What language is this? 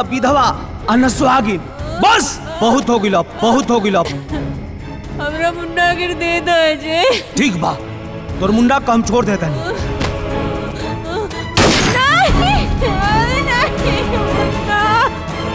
Bhojpuri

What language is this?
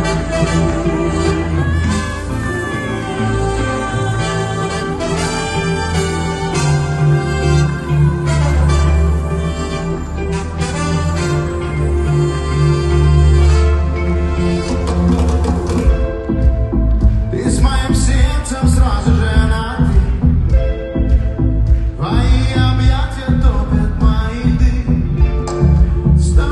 Russian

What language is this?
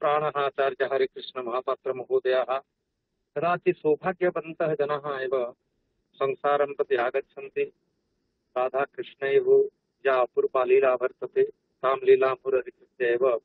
Sanskrit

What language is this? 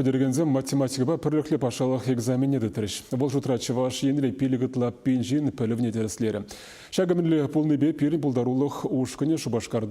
Chuvash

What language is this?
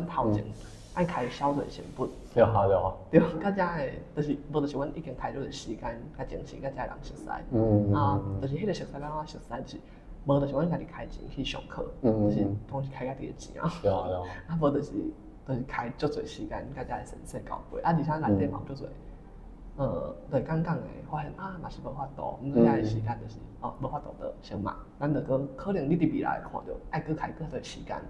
Min Nan Chinese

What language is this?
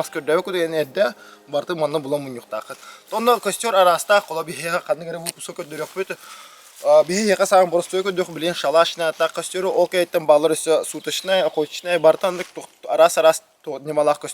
Yakut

